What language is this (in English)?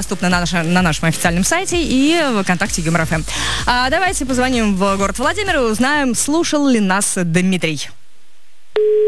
Russian